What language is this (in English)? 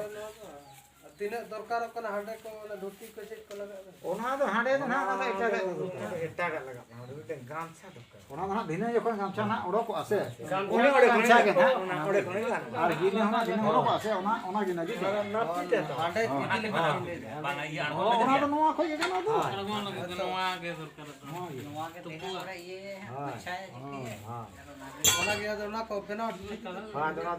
Santali